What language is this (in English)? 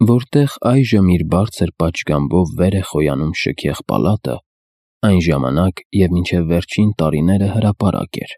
Armenian